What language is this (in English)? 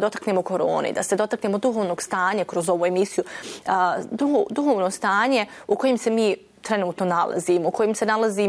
Bosnian